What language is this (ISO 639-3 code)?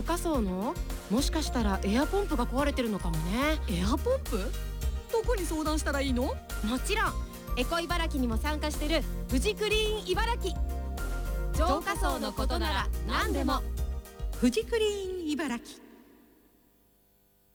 jpn